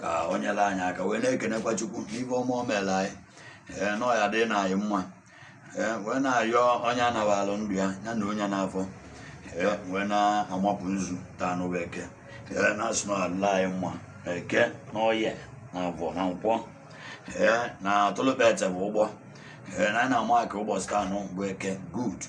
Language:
Igbo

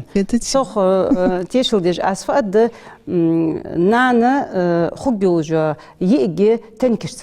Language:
Ingush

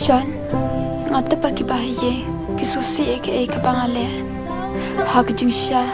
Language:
Khasi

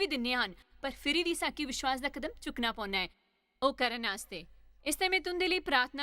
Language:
Dogri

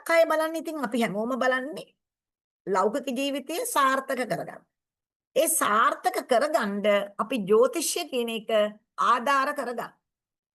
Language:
Sinhala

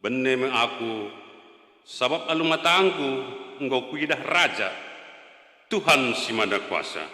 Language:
Batak Karo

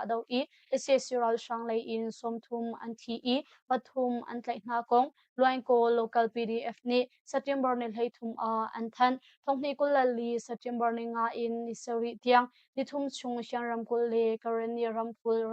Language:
Hakha Chin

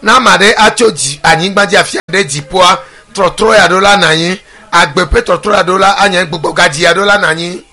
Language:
Ewe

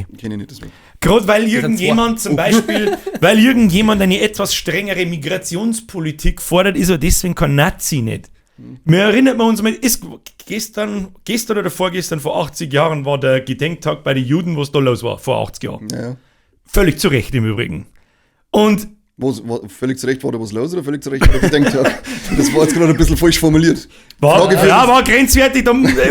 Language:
Bavarian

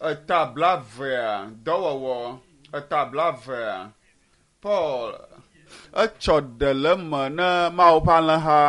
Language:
Ewe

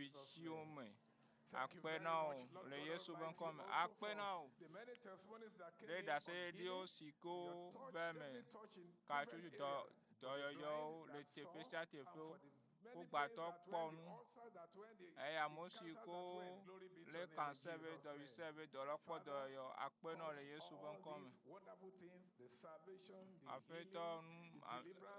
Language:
Ewe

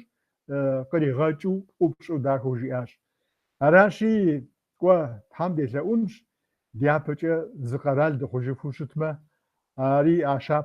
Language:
Kabardian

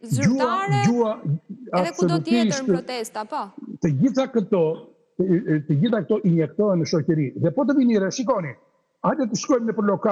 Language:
Albanian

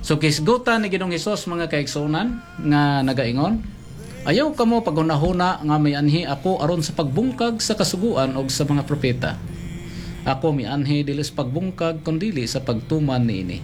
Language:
Cebuano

